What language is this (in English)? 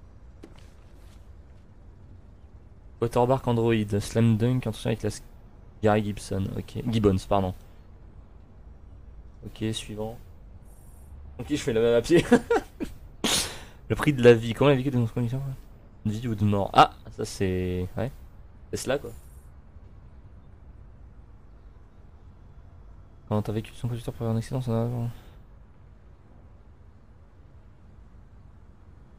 French